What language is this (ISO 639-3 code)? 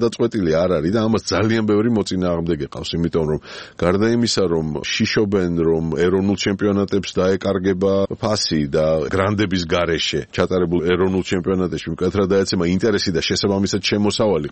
kat